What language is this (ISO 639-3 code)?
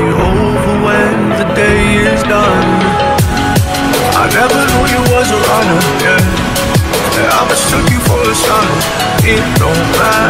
eng